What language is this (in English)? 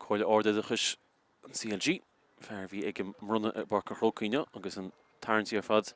Irish